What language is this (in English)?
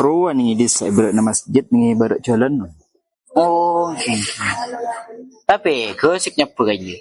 Madurese